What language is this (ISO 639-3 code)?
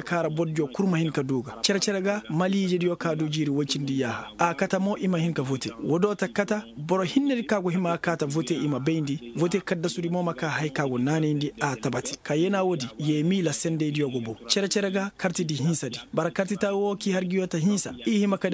ses